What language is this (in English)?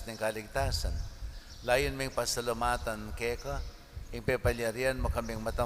Pampanga